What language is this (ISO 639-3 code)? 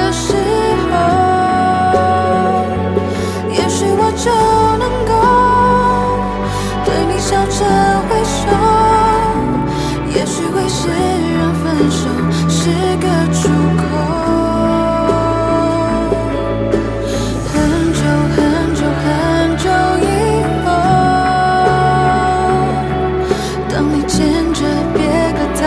zho